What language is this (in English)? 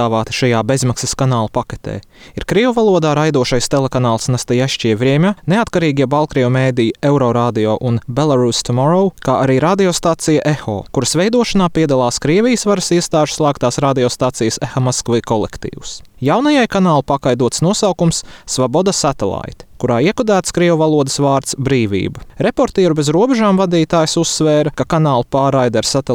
Latvian